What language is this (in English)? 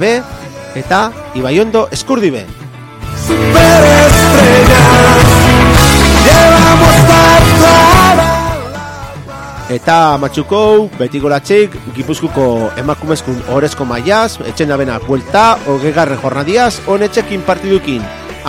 Basque